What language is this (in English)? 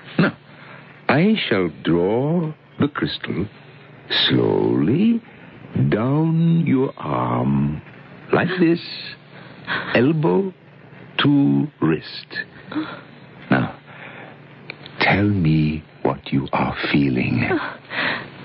English